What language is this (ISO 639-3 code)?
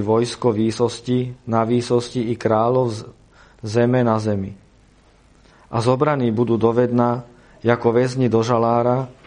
slk